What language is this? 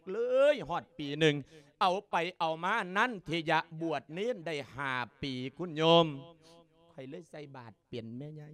Lao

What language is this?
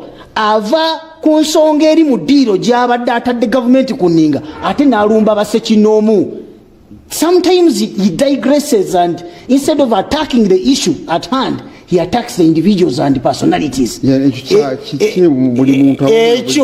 Ganda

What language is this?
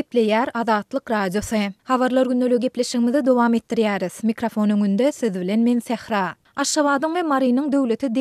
Turkmen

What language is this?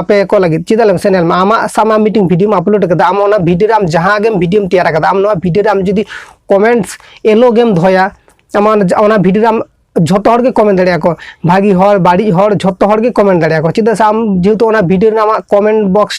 Santali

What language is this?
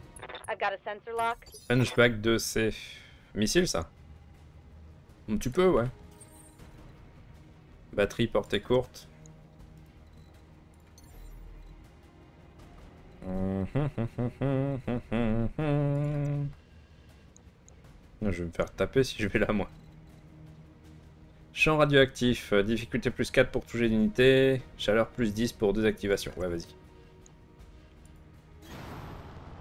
French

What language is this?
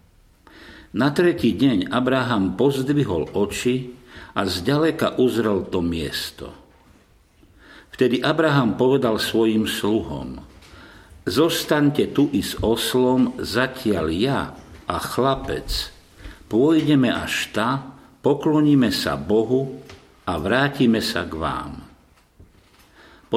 Slovak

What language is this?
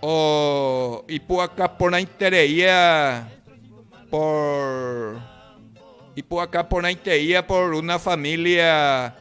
Guarani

